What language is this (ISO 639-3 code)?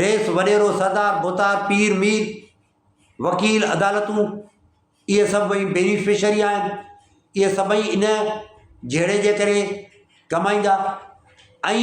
snd